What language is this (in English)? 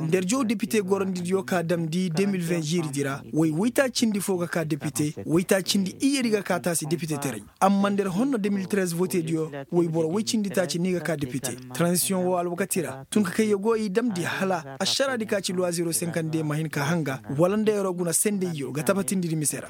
Koyraboro Senni